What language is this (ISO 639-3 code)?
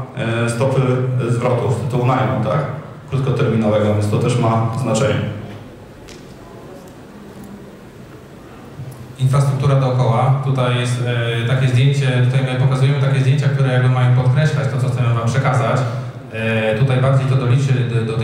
pol